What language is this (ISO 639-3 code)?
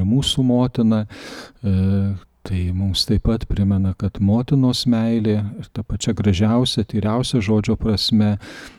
lit